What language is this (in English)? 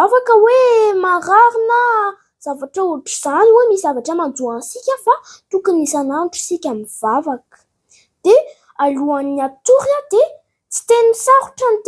Malagasy